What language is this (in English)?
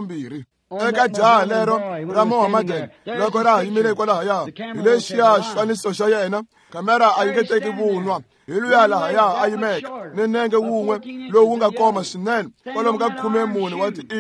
Tsonga